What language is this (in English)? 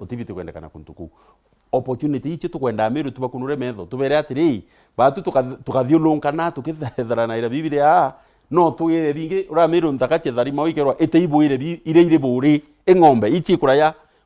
Meru